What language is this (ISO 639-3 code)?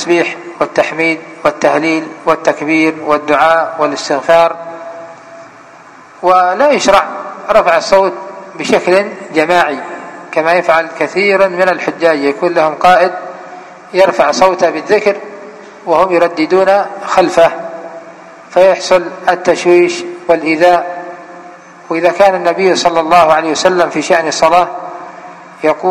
ara